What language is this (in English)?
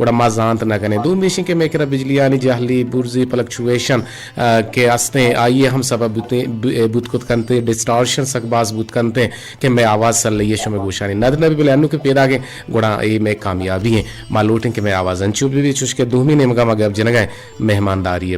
Eastern Balochi